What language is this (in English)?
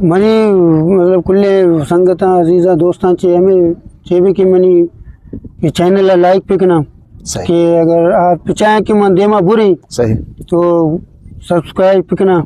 Eastern Balochi